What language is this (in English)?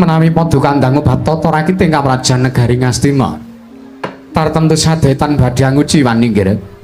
Javanese